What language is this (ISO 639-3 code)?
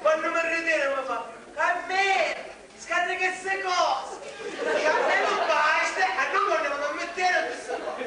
scn